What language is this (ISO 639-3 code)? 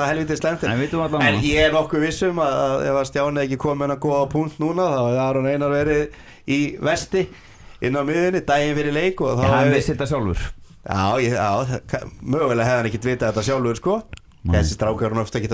isl